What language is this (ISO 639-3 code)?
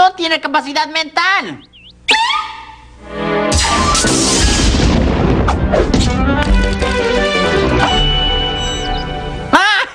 spa